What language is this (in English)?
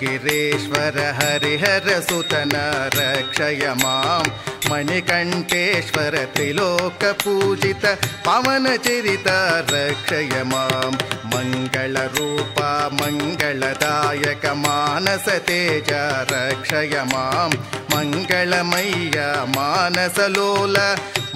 Telugu